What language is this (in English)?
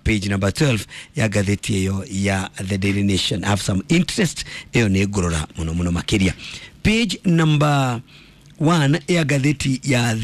Kikuyu